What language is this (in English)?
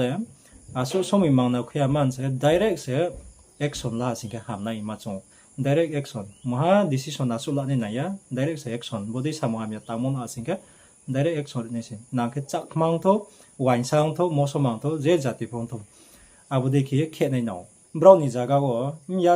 Riang (India)